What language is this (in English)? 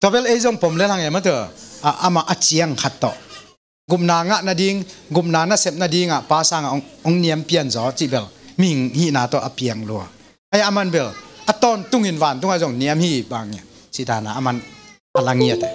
Tedim Chin